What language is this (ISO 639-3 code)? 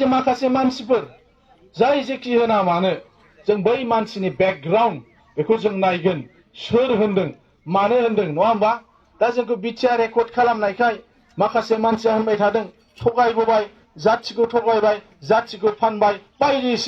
brx